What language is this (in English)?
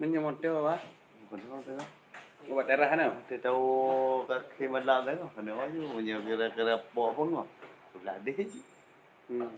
Achinese